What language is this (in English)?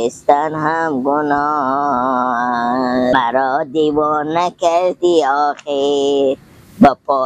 Persian